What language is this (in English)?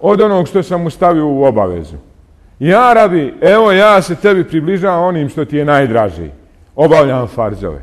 Bosnian